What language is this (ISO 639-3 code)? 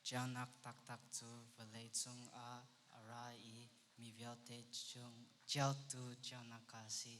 cnh